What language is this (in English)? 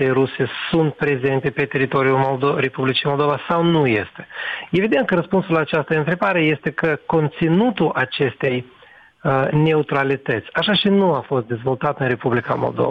Romanian